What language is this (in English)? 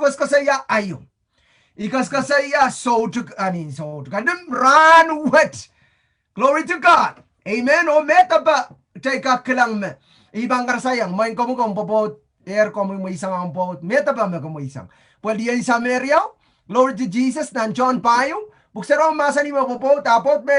Pohnpeian